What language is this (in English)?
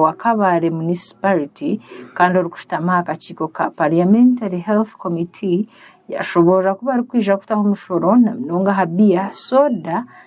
Nyankole